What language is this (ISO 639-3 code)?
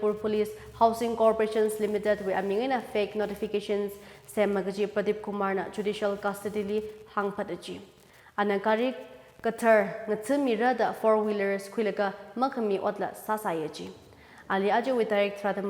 nmf